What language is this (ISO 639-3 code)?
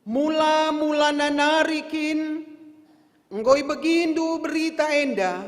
btx